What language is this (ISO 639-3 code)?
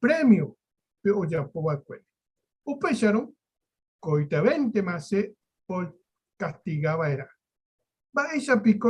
grn